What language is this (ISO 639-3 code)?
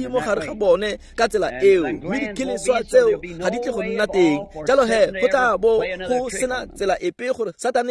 tsn